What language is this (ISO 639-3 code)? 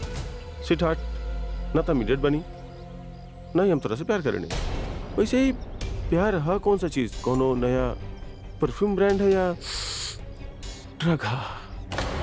bho